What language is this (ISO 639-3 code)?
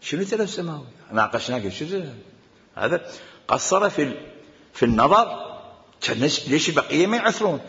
acm